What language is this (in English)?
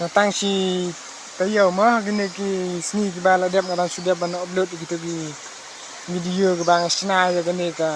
Khasi